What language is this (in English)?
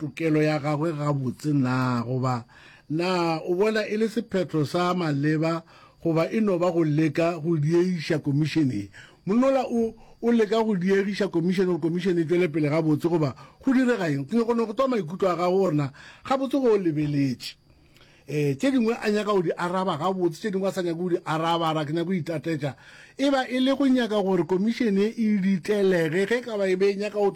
Northern Sotho